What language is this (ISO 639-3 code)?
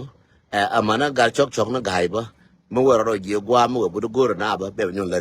nus